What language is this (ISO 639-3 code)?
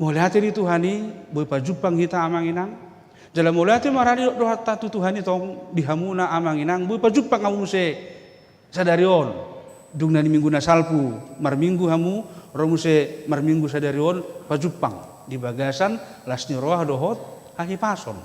bbc